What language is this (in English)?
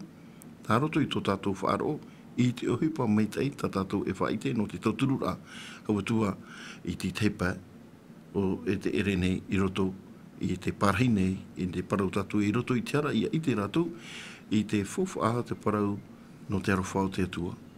Tahitian